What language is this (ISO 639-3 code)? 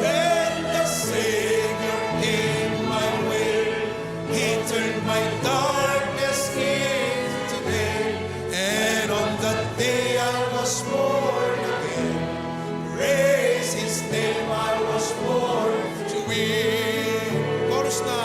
ilo